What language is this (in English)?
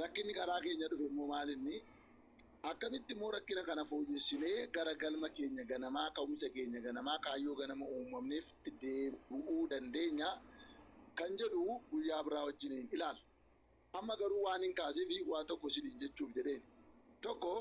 Oromo